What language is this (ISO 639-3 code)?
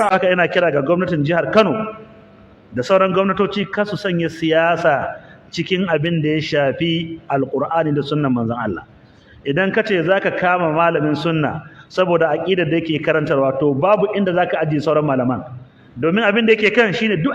hau